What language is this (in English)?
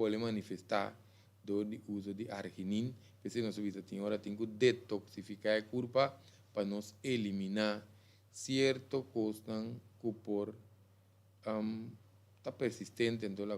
Papiamento